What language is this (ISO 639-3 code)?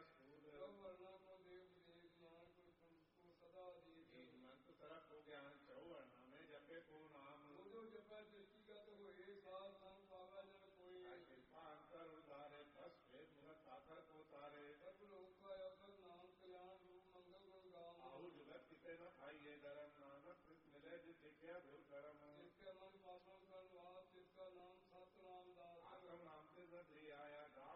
pan